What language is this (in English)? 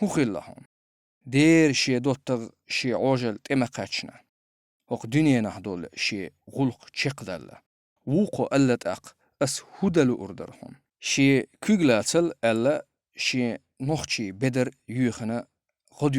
Chechen